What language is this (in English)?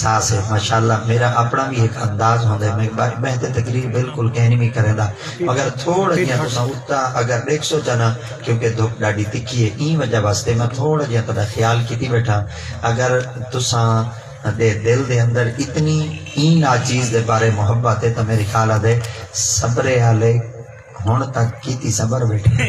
Saraiki